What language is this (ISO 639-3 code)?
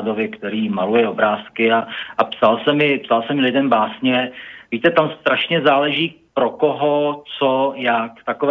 ces